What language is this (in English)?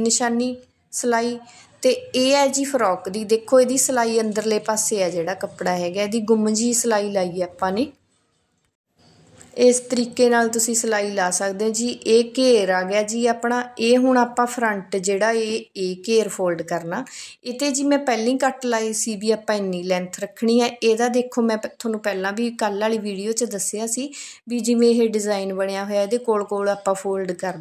Punjabi